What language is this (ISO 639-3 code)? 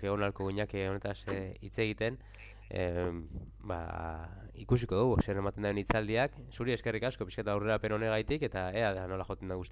eus